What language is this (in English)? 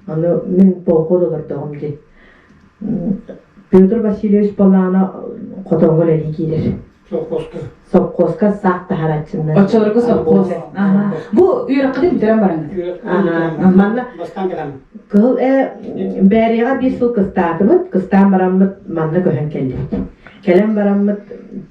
Yakut